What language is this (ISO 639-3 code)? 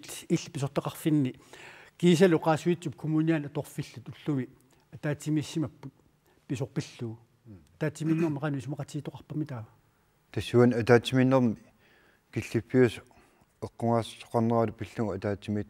kal